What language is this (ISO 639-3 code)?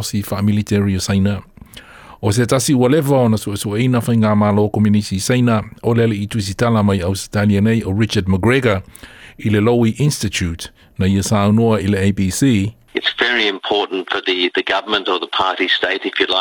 smo